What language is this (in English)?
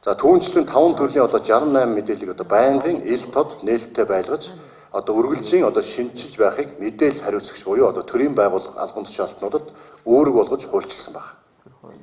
Mongolian